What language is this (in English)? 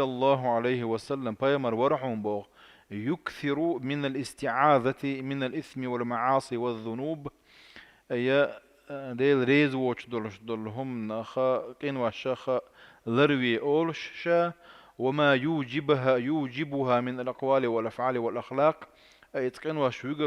Chechen